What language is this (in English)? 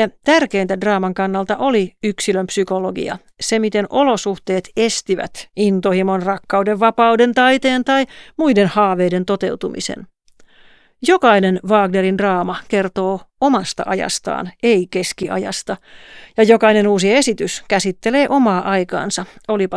Finnish